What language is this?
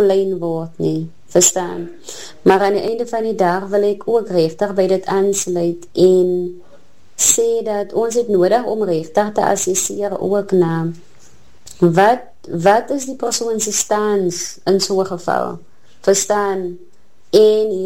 Afrikaans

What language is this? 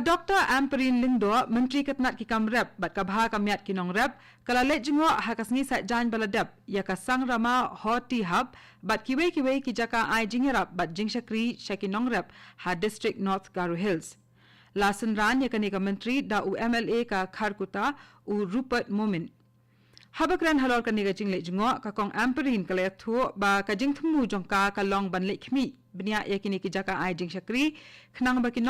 Khasi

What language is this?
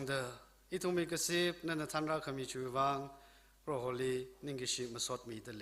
Tangkhul Naga (India)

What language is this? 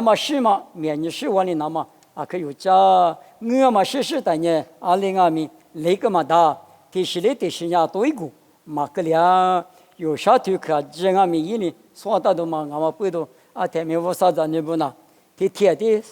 Lisu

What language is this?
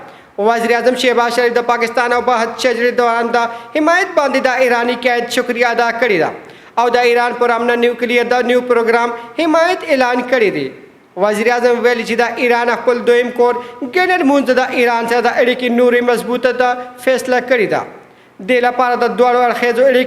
Pashto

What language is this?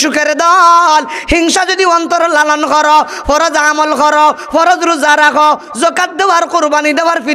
Sylheti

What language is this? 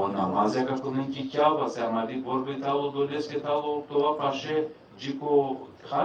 Balkan Romani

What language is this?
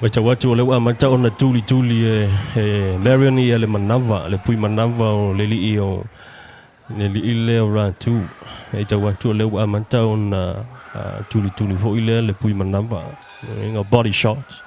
Samoan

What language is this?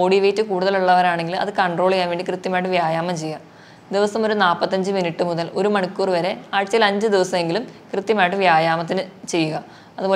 Malayalam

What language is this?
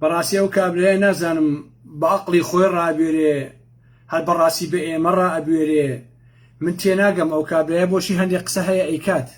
Central Kurdish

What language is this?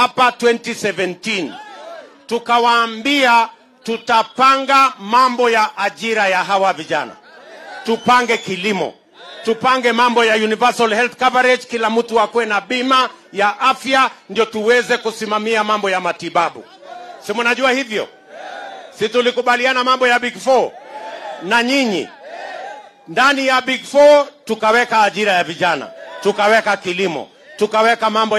Swahili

